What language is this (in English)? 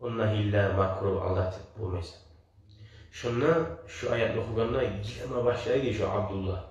Kumyk